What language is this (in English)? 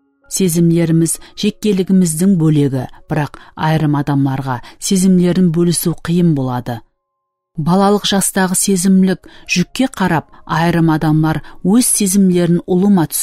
Kara-Kalpak